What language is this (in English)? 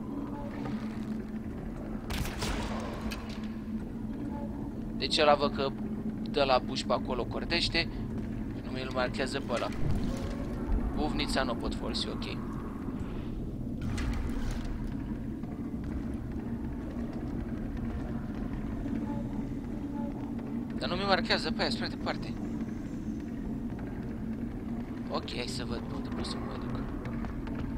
Romanian